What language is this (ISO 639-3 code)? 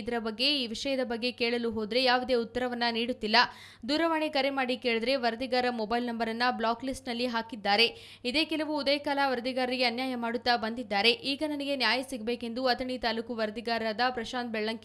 kan